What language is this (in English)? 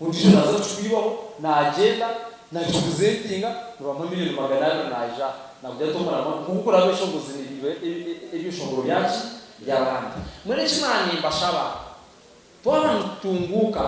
Nyankole